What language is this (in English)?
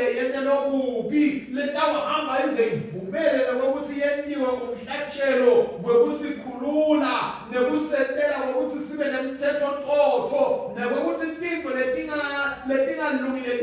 Swati